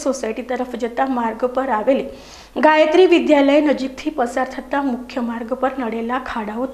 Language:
Gujarati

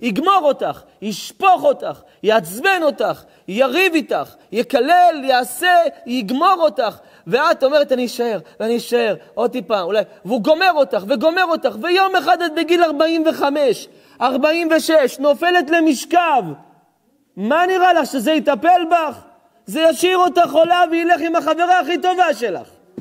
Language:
Hebrew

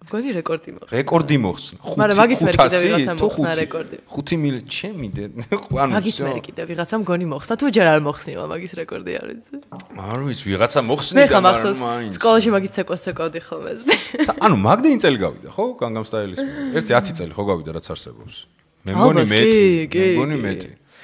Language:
Georgian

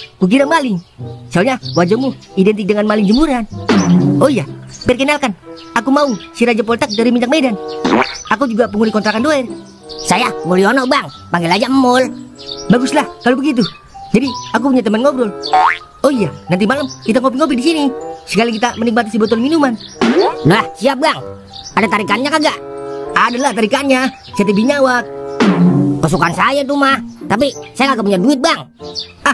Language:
Betawi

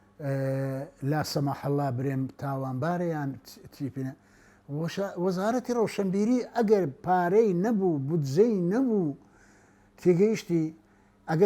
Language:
Central Kurdish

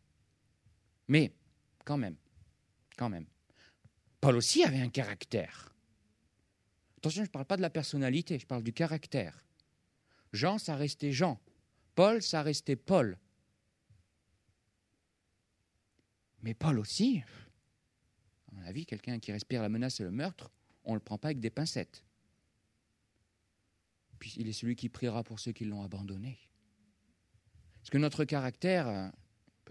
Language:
French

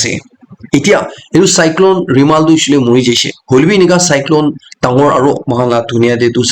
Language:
Naga Pidgin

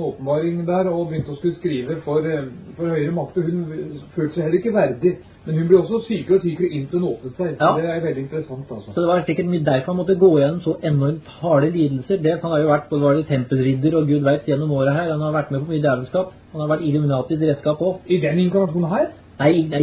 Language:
Norwegian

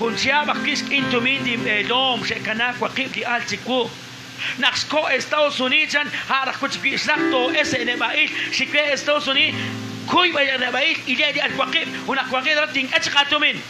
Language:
Kekchí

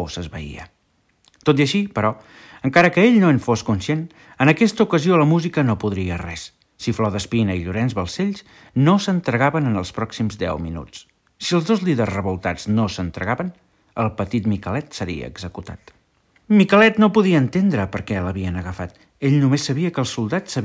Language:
Catalan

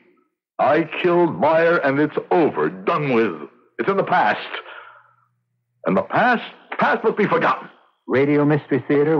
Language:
English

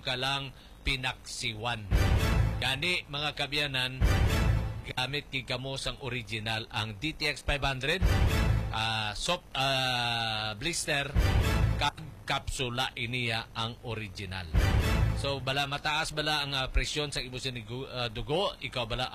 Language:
Hiligaynon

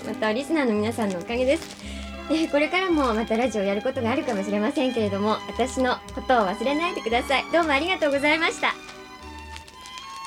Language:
Japanese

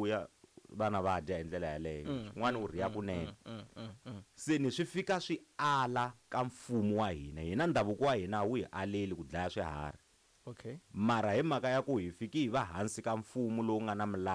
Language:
Tsonga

